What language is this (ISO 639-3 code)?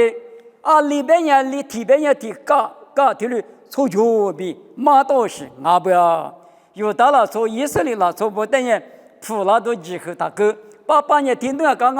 lis